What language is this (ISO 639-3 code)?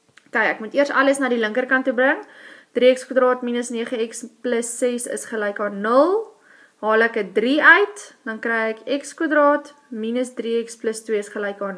afr